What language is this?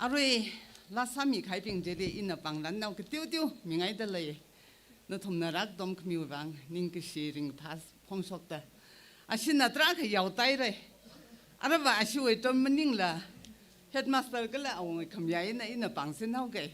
Tangkhul Naga (India)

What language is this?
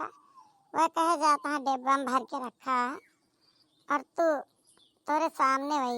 Awadhi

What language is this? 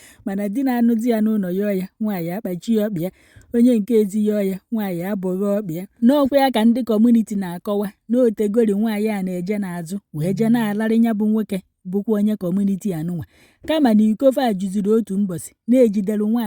Igbo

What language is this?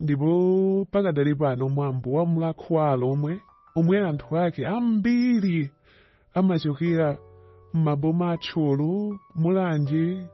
Nyanja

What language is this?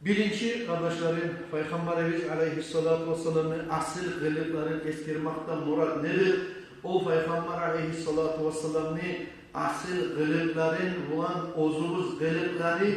Kumyk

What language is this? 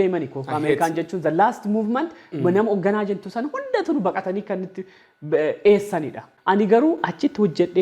Oromo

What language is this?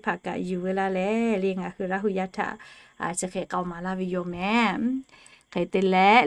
Lahu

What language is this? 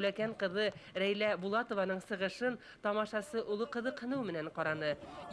Bashkir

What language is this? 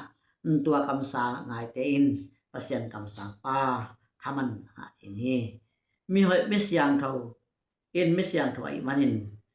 Tedim Chin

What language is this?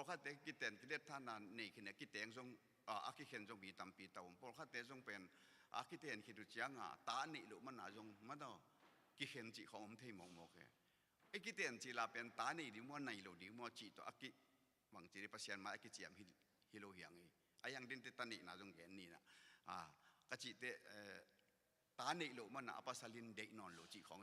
Tedim Chin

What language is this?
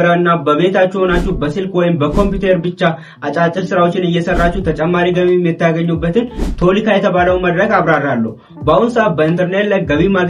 Amharic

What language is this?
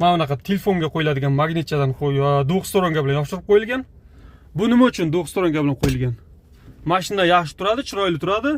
Uzbek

